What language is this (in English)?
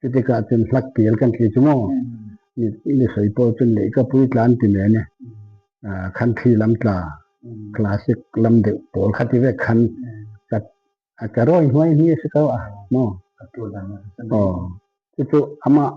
Falam Chin